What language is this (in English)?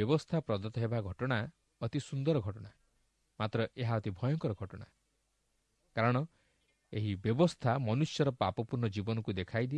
Odia